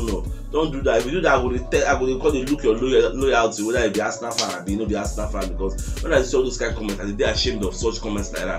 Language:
Nigerian Pidgin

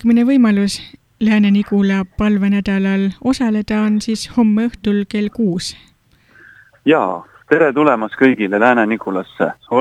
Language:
Estonian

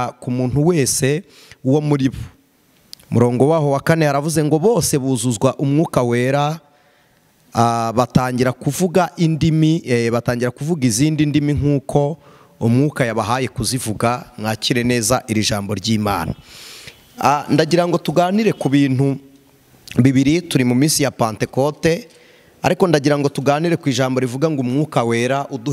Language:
Kinyarwanda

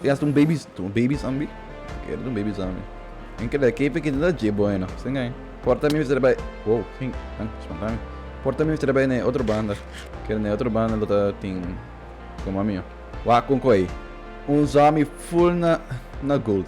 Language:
Papiamento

